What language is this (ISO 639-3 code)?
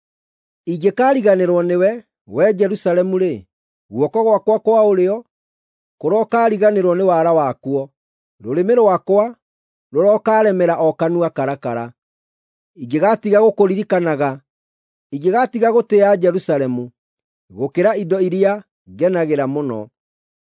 kik